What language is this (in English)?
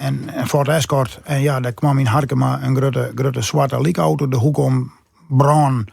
Western Frisian